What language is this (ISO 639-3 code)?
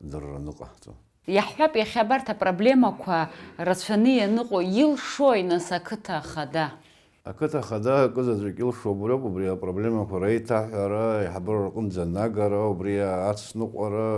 abk